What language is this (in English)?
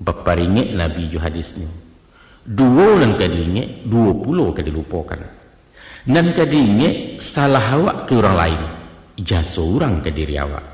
Minangkabau